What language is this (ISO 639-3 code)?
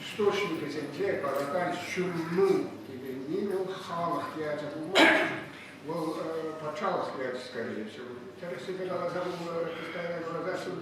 chv